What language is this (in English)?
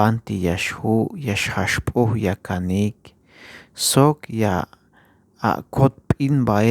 Tzeltal